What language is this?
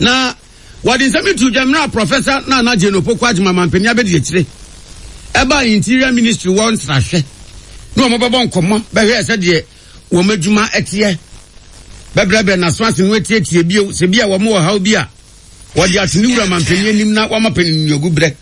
Akan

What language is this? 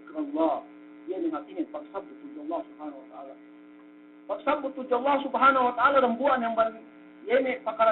Yakan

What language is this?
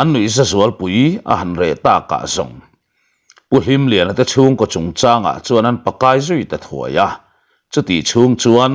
Mizo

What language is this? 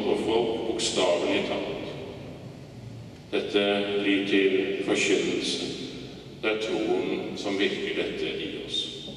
Norwegian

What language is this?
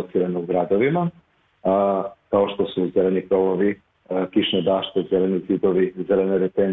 Serbian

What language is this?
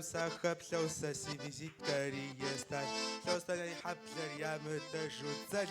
Kabardian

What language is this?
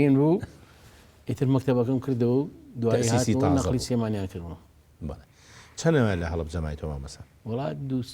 Central Kurdish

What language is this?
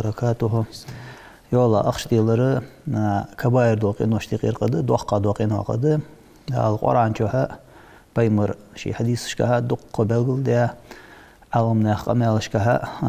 Ingush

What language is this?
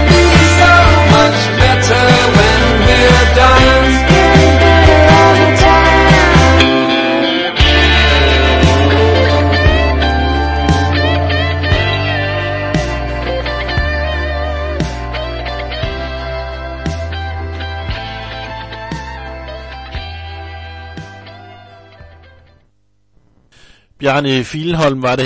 Danish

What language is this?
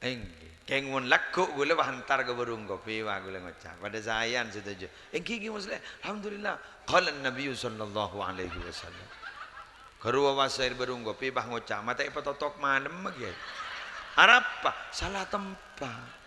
Madurese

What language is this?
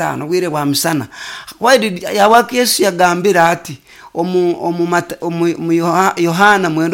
Nyoro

